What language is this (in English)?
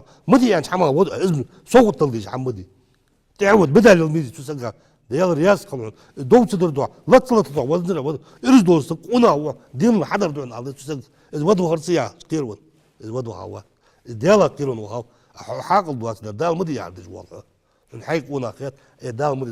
Ingush